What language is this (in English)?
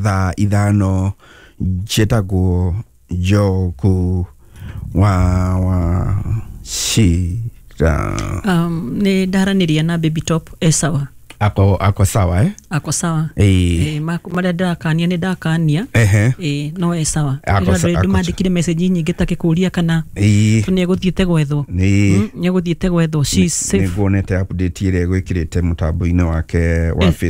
Kikuyu